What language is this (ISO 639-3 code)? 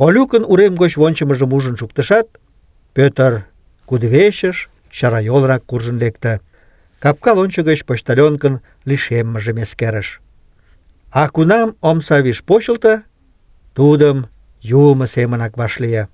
chm